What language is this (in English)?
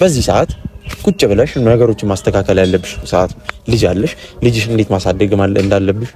Amharic